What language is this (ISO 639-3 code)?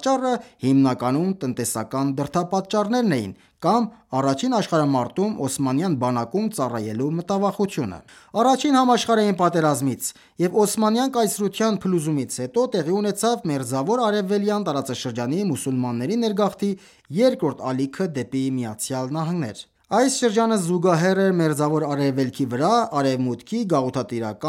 hye